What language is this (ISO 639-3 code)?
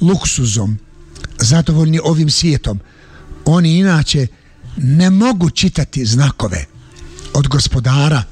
bos